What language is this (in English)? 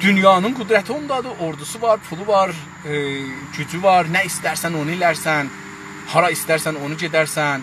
South Azerbaijani